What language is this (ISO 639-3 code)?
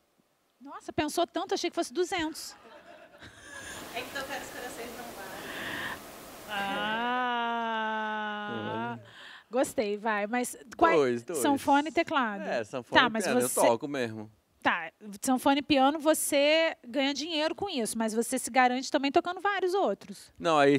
por